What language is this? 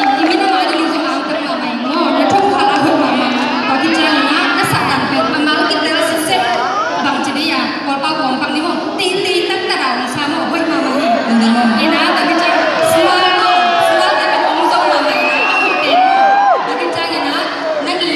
Tedim Chin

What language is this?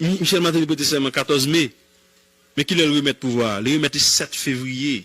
Haitian Creole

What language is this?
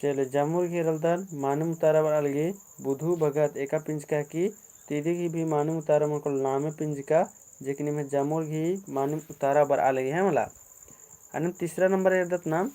Kurukh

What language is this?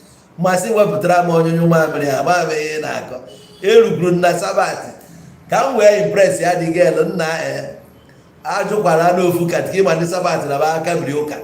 Igbo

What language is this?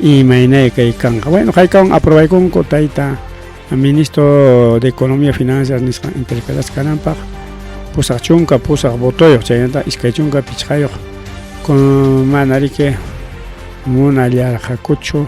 Ayacucho Quechua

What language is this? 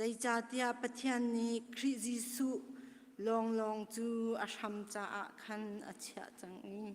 Hakha Chin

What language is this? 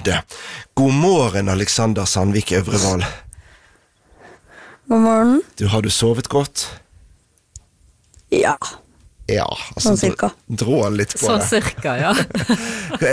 Norwegian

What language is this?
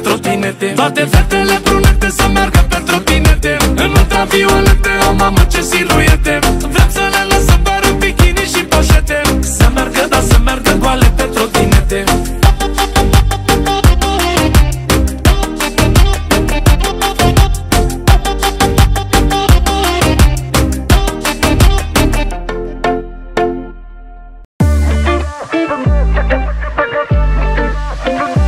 Romanian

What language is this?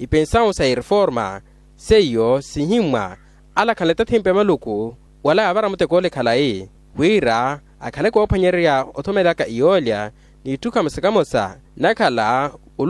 Makhuwa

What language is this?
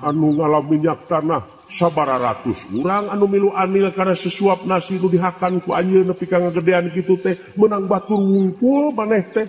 Sundanese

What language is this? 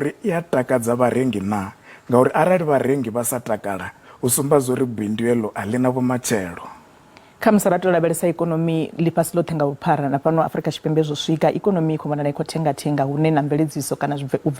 Venda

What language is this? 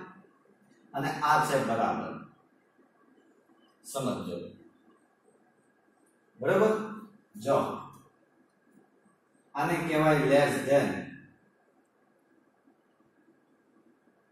Gujarati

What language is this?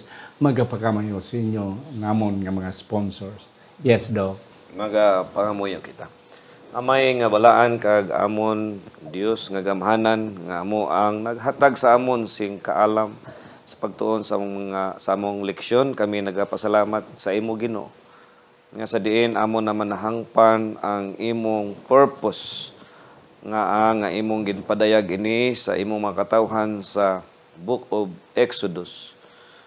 Hiligaynon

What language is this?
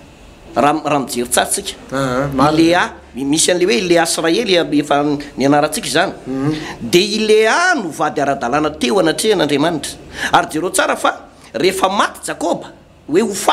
Malagasy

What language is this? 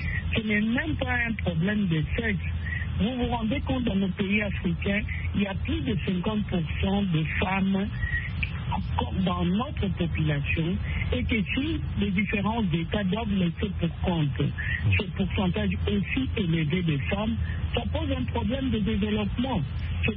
French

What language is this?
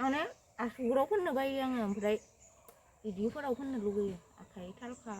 Bodo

